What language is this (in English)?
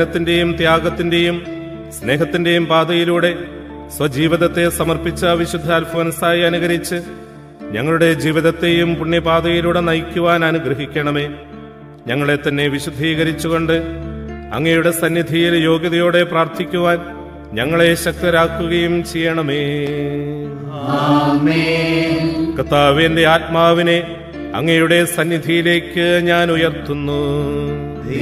Malayalam